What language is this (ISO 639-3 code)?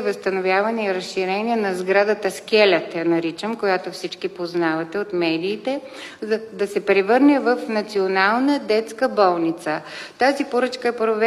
bul